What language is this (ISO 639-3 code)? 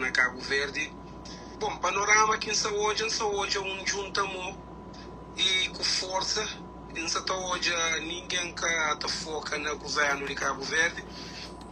kea